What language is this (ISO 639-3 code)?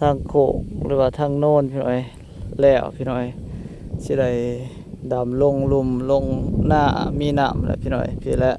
lao